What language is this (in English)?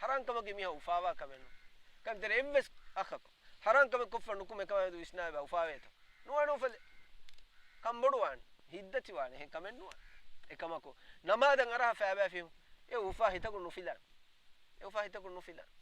Divehi